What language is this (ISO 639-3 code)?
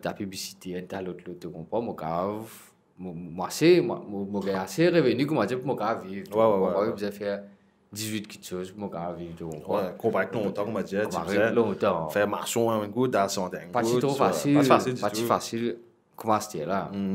mfe